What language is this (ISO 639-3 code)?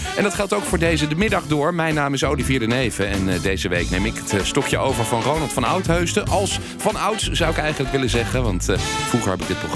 nld